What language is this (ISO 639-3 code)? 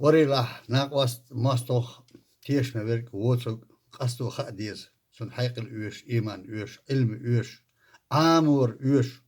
che